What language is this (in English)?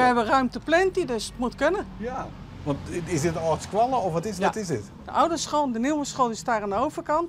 Western Frisian